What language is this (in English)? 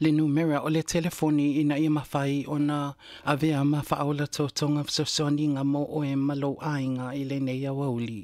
Samoan